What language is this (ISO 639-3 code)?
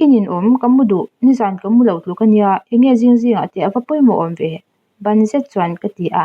lus